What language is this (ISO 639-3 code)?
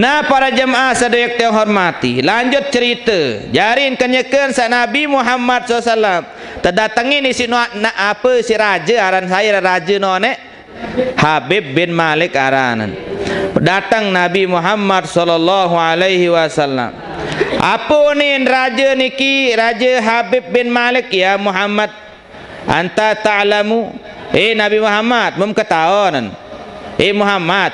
sas